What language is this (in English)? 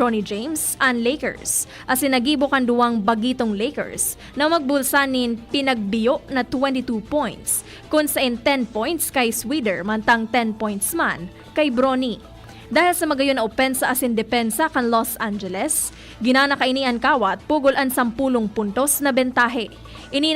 Bikol